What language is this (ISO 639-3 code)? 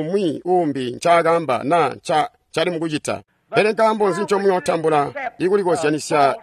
toi